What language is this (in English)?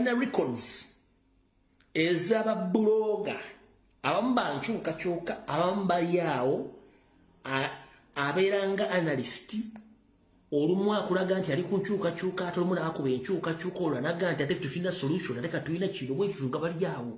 Ganda